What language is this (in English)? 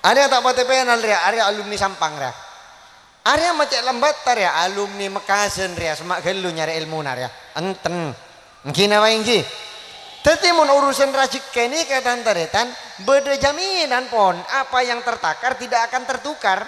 Madurese